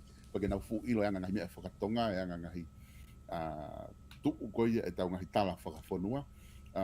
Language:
Tongan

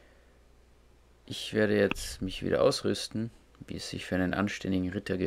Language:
German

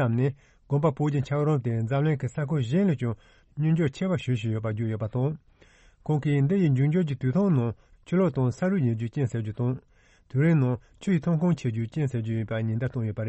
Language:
Tibetan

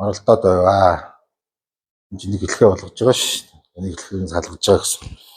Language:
Mongolian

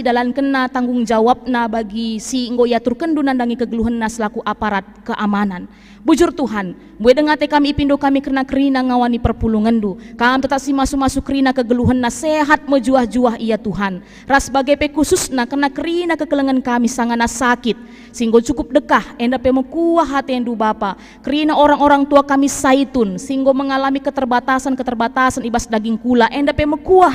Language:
Batak Karo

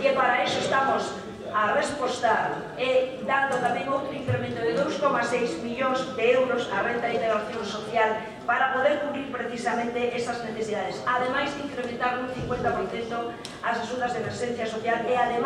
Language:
Galician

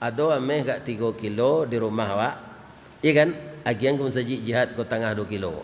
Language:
Minangkabau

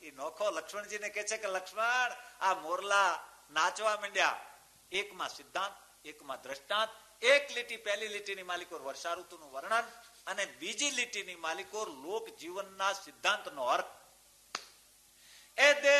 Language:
Gujarati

